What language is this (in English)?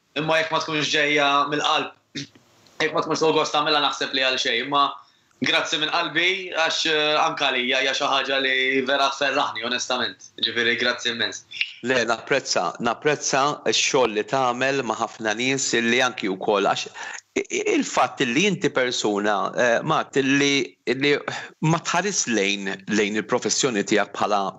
Maltese